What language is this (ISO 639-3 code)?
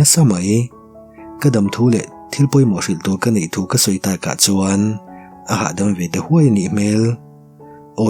lus